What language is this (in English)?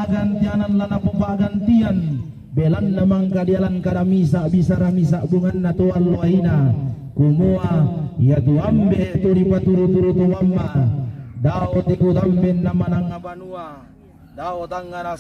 Toraja-Sa'dan